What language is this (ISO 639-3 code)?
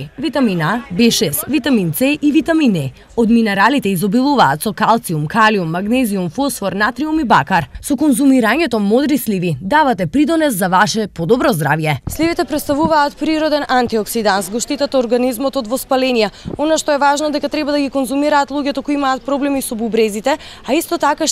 mkd